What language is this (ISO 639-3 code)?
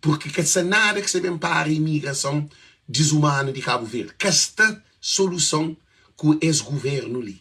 kea